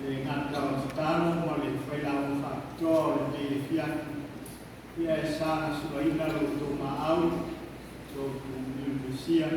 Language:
Samoan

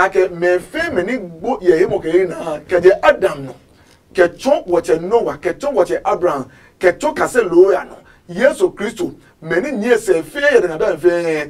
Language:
Adangme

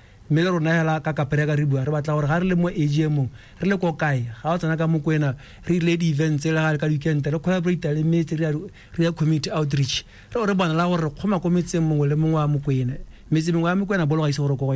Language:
Tswana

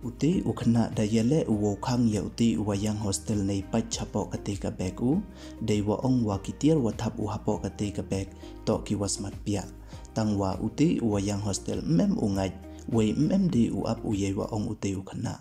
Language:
Pnar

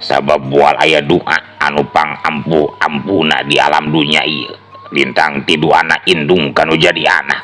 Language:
Sundanese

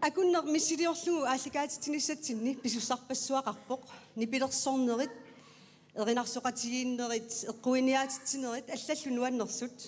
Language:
Kalaallisut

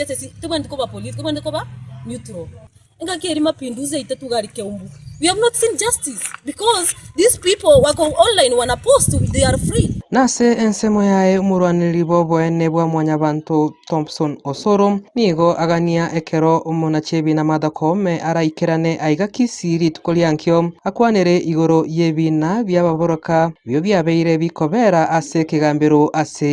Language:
Gusii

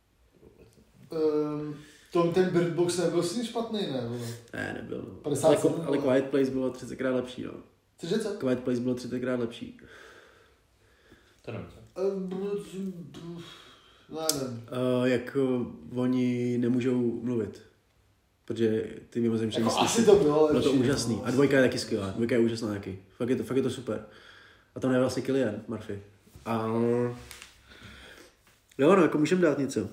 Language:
Czech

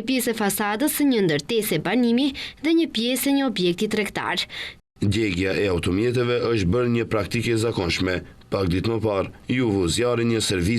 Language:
Albanian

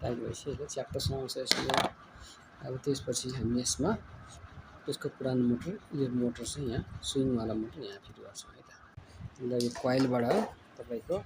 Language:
Nepali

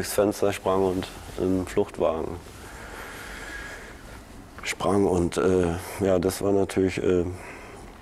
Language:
German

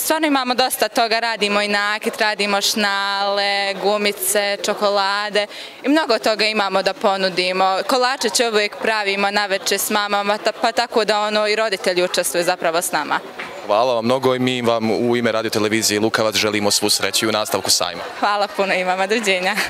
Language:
Bosnian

